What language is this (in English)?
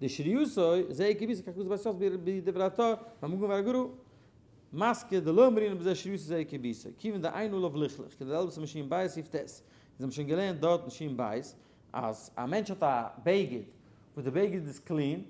Yiddish